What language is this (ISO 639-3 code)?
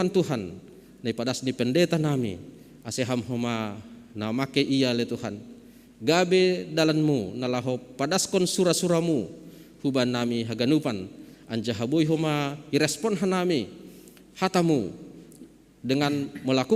bts